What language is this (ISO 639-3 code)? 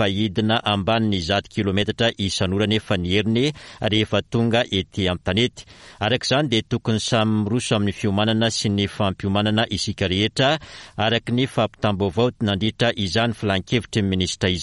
mlg